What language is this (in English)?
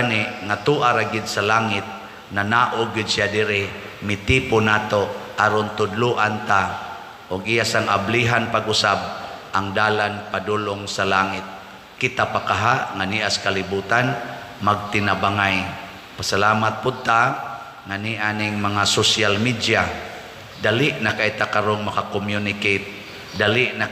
Cebuano